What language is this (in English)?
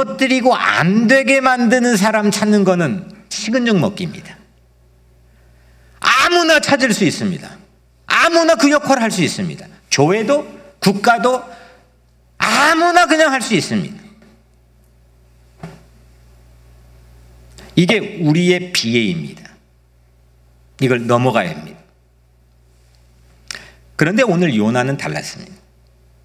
Korean